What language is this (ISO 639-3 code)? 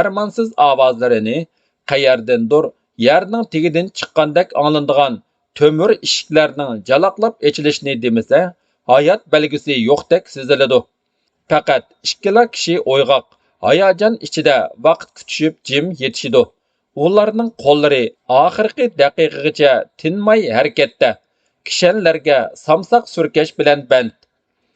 uig